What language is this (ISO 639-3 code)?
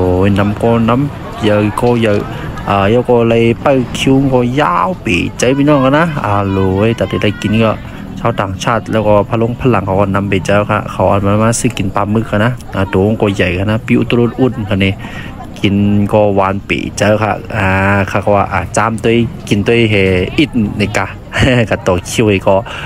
shn